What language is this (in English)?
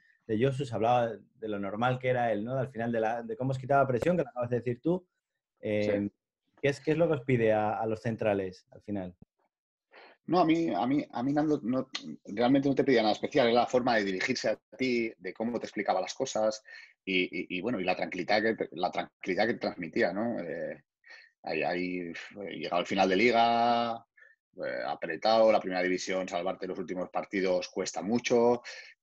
Spanish